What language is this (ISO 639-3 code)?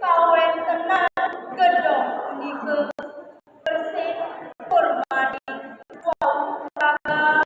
ban